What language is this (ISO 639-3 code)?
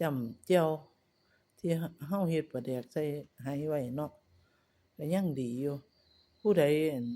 tts